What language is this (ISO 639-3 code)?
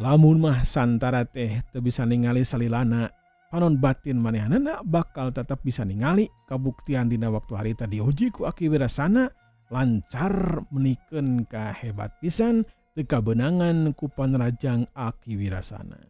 sun